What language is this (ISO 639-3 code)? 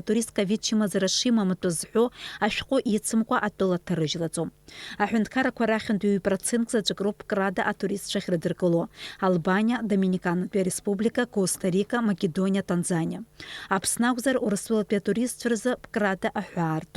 abk